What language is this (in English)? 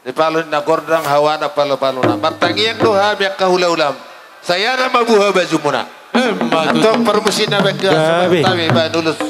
Batak Toba